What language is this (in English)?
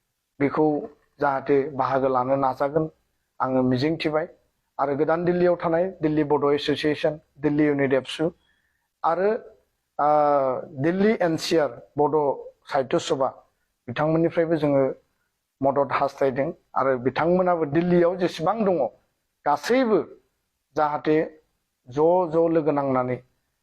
Bodo